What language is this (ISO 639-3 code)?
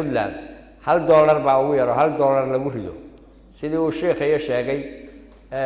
som